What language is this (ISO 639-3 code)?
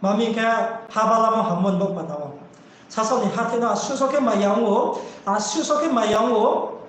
ria